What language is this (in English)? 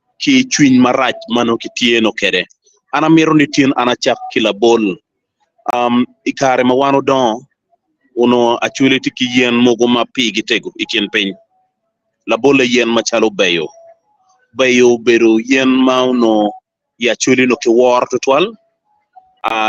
Acoli